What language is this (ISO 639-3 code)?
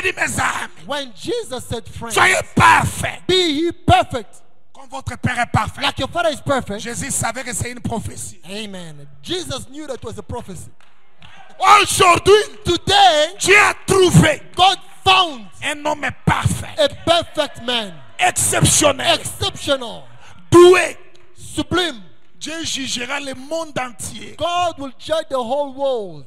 fra